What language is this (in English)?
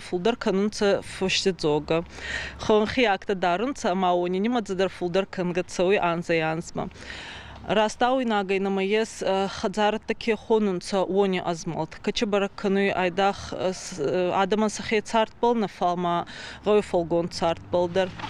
Ossetic